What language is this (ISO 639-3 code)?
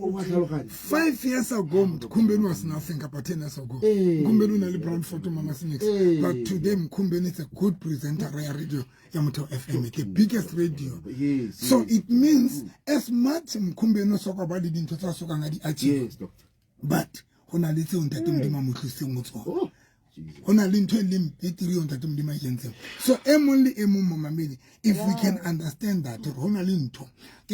sot